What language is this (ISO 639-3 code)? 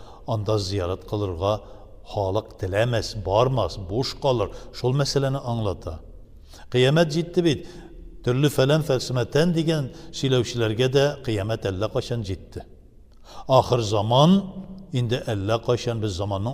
tat